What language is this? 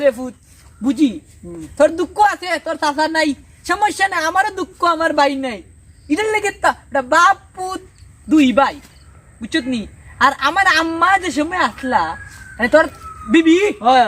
Sylheti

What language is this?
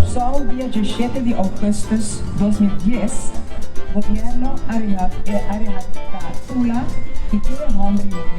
Papiamento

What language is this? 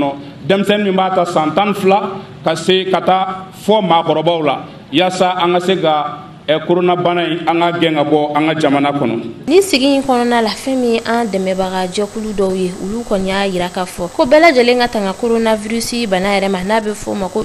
Bambara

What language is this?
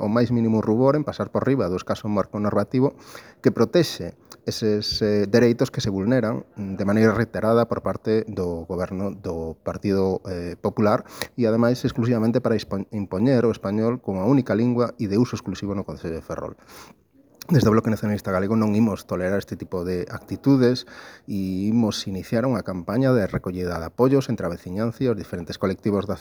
Galician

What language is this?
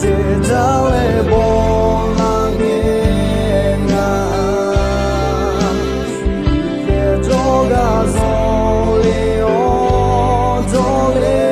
Akha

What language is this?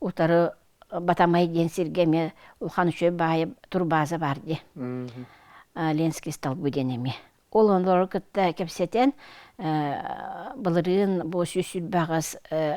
Yakut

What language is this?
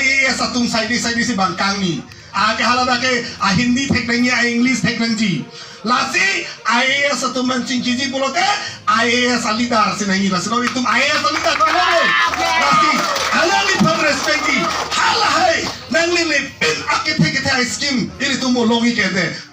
Karbi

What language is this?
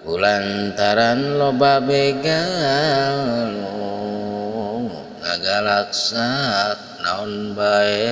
Sundanese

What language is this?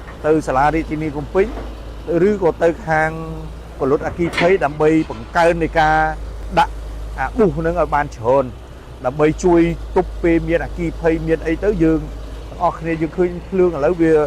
Khmer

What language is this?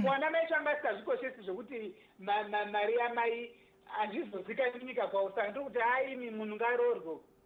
Shona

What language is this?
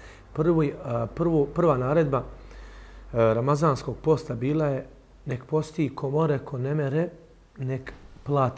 Bosnian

